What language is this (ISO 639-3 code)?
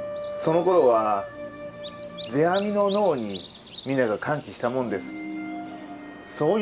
jpn